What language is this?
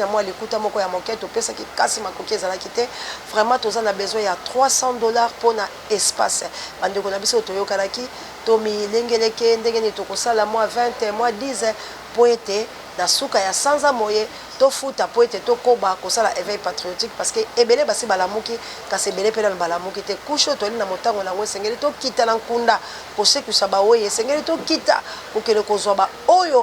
Lingala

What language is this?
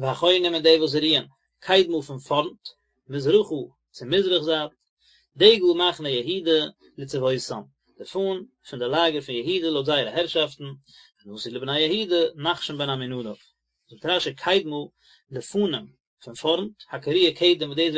Yiddish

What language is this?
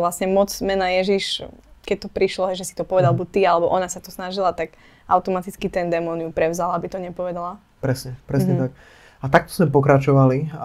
Slovak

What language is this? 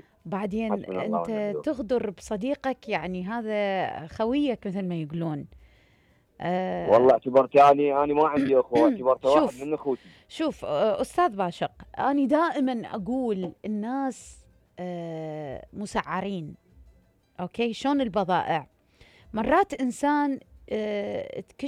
Mesopotamian Arabic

